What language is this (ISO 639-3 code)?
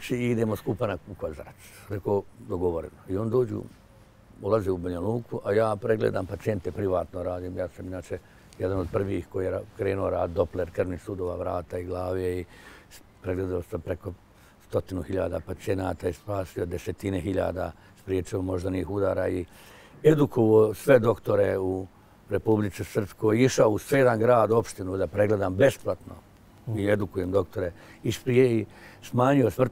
bos